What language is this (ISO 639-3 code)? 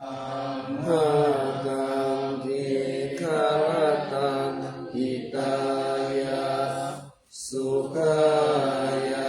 pli